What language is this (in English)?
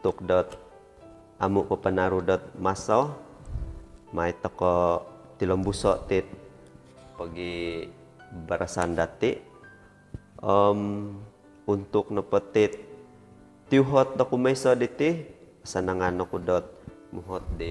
Central Dusun